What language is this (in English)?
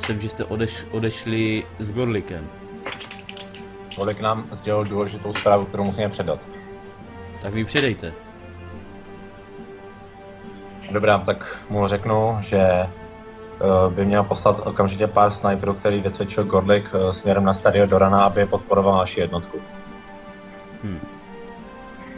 Czech